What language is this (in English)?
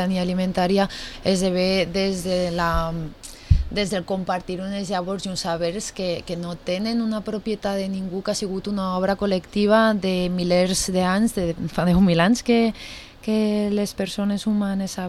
Catalan